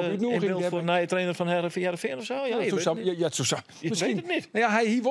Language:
Western Frisian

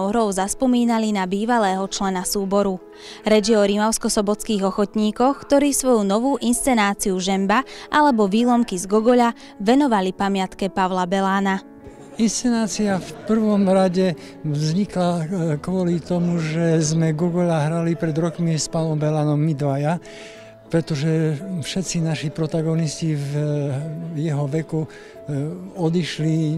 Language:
Slovak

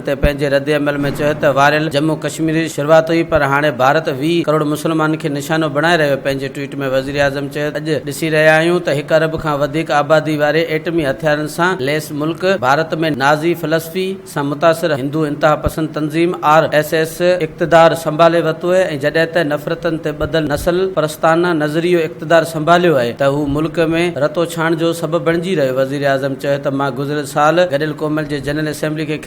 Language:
Sindhi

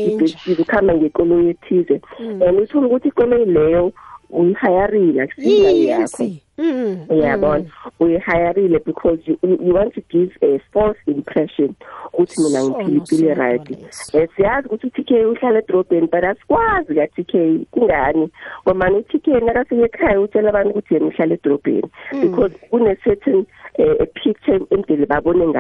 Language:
South Ndebele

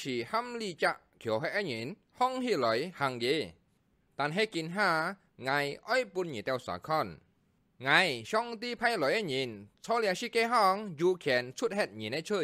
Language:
Hakka Chinese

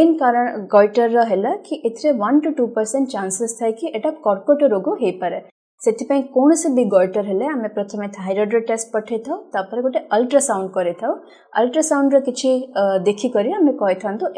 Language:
Odia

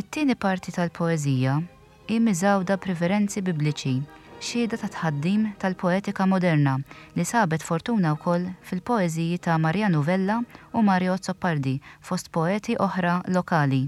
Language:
Maltese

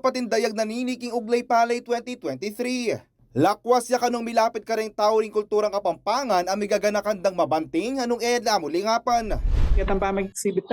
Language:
Pampanga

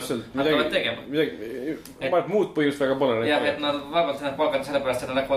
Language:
Estonian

